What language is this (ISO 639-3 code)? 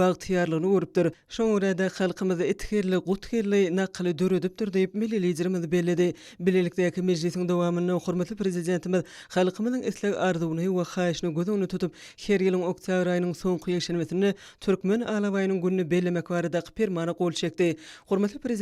tuk